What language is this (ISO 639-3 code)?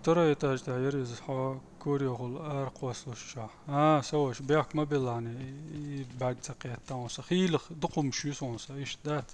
che